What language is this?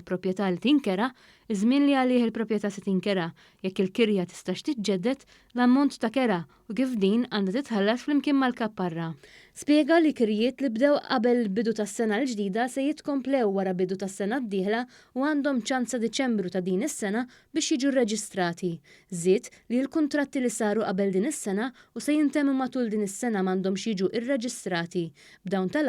Maltese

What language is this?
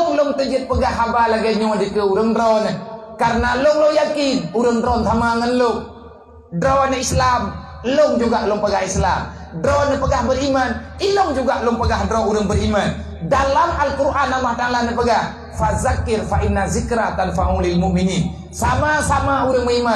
Achinese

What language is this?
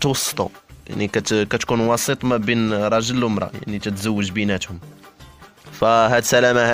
Moroccan Arabic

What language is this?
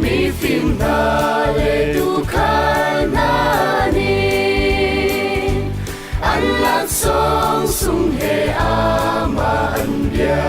Hakha Chin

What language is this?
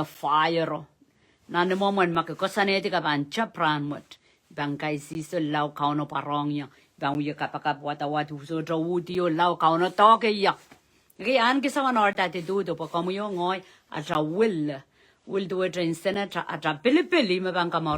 Pohnpeian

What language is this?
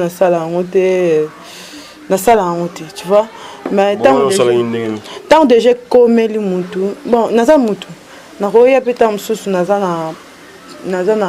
Lingala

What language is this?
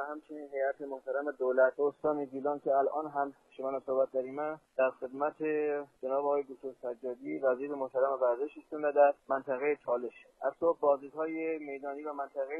Persian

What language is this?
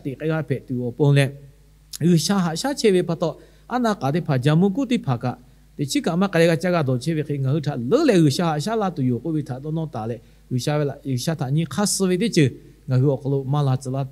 Lahu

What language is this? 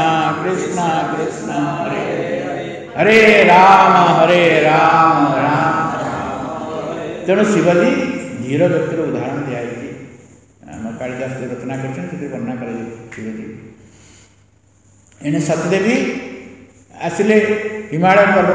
Odia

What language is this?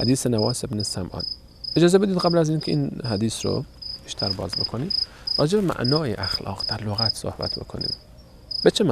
Persian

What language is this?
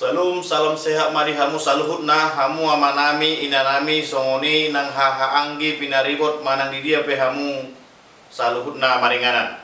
Batak Toba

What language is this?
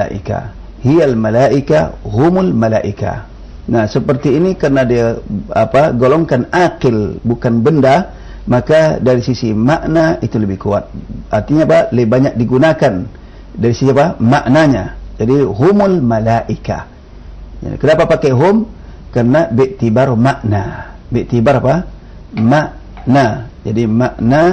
Indonesian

